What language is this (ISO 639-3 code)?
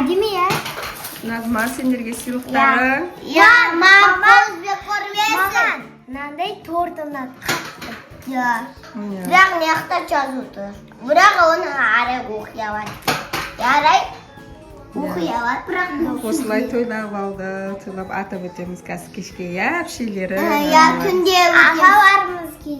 kaz